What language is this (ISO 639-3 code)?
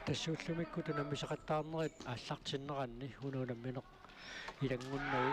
kal